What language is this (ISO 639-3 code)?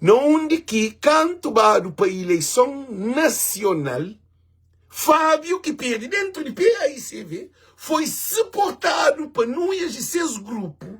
kea